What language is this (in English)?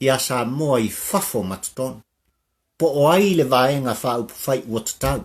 Samoan